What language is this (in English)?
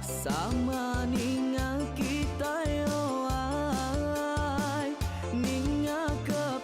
Iban